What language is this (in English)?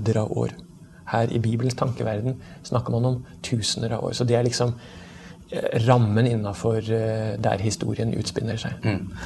Norwegian